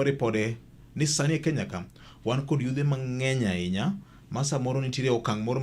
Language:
Luo (Kenya and Tanzania)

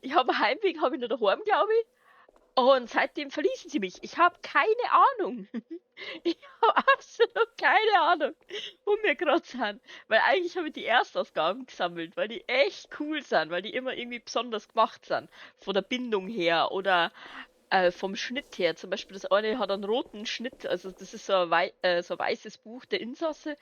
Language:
Bavarian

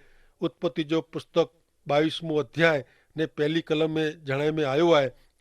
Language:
Kachhi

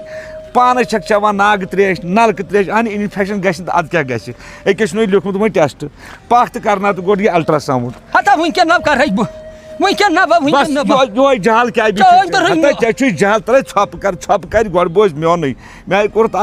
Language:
Kashmiri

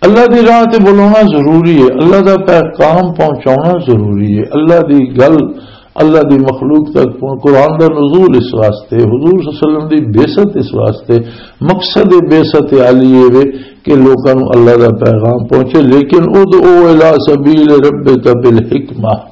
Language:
Western Panjabi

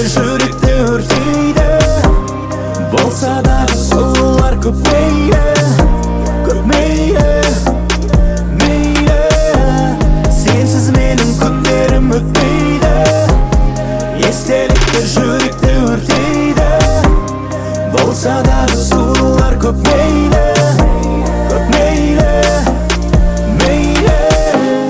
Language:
Kazakh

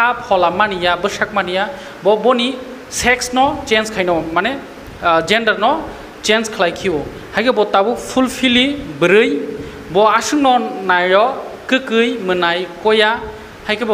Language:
Kok Borok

